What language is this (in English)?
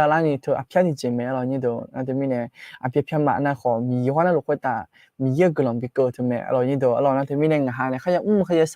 Akha